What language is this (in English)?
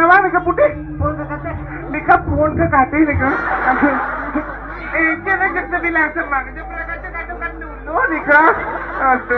Balinese